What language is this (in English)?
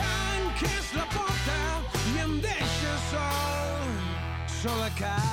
Catalan